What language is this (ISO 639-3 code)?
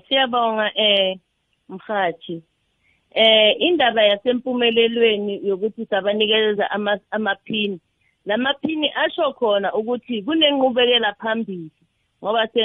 nbl